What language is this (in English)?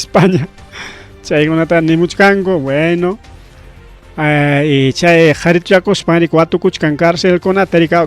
Ayacucho Quechua